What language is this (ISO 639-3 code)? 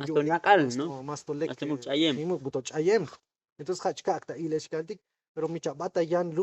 tzo